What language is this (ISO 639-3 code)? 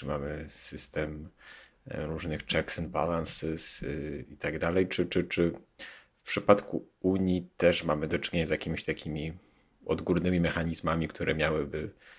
pol